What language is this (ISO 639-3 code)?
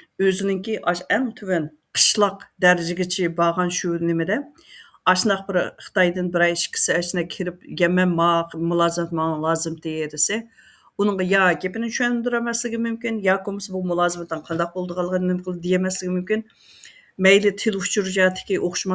uig